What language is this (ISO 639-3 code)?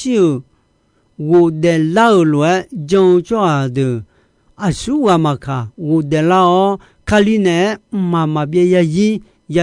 ahk